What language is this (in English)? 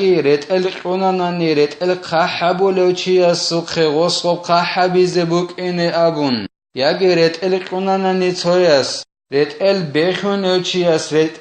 Avaric